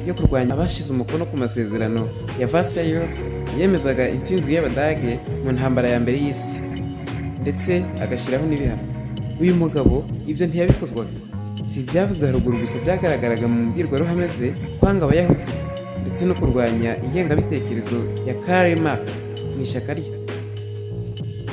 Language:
Kinyarwanda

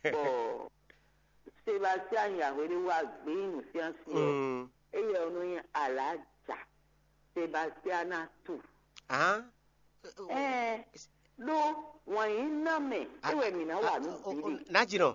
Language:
Fon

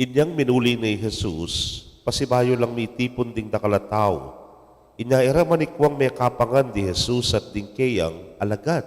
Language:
Pampanga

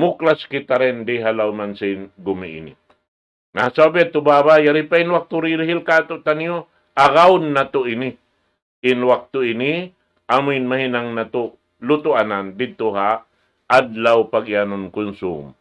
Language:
Tausug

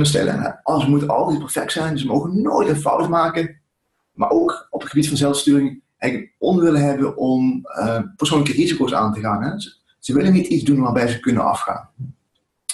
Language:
Dutch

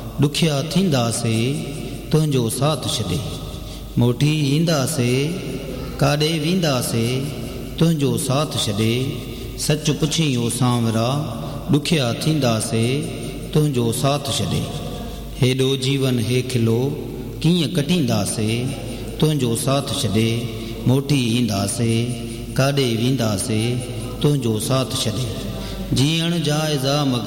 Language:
Sindhi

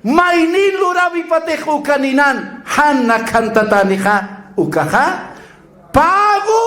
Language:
Aymara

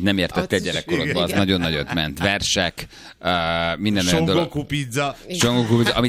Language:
Hungarian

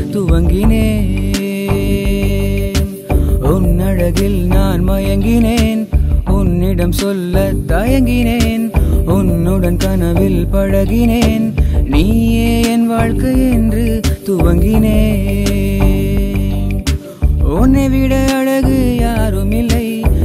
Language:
Tamil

